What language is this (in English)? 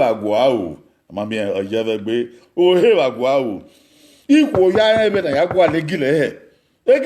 Bini